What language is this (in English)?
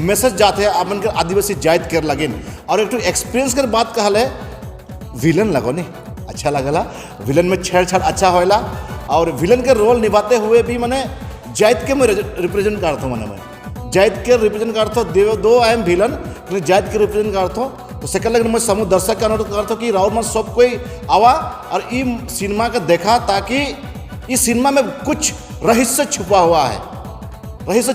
Sadri